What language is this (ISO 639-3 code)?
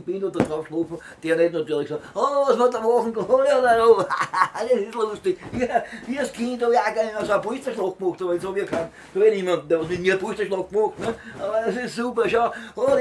bar